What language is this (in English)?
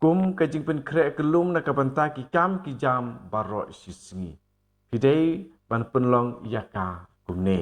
Khasi